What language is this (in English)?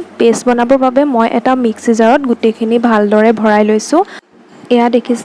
Assamese